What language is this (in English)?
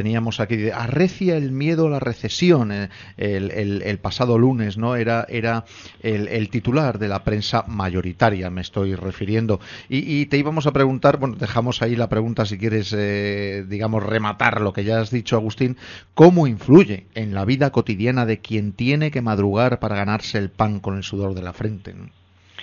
Spanish